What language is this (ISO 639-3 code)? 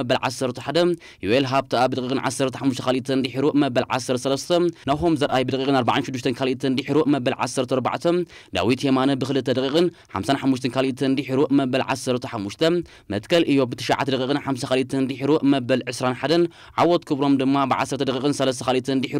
tir